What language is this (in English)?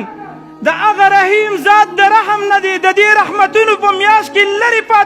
Pashto